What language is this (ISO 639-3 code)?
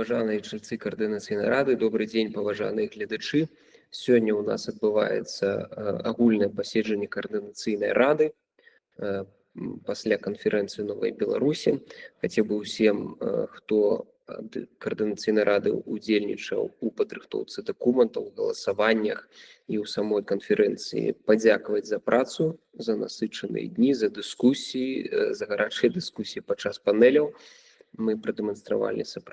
bel